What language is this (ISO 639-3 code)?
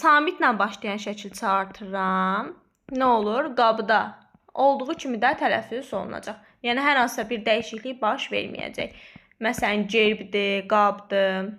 aze